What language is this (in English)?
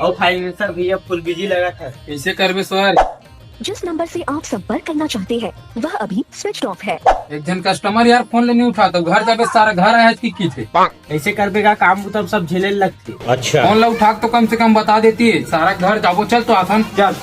Chhattisgarhi